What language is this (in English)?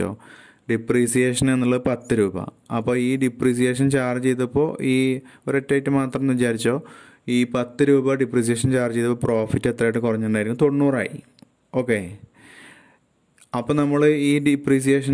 Malayalam